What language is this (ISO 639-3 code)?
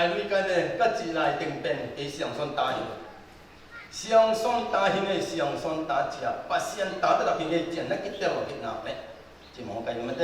ctd